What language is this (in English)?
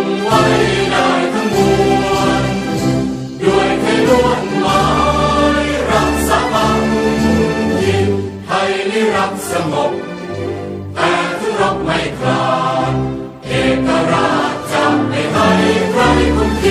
Thai